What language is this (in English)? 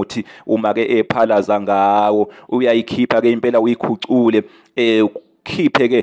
Zulu